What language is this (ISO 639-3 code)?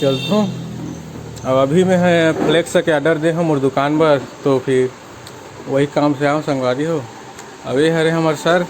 hne